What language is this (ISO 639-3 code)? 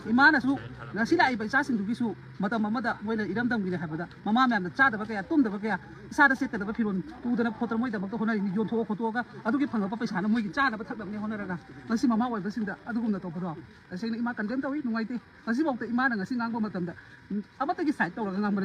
mni